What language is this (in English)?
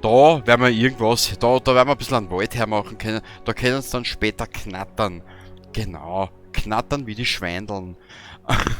Bavarian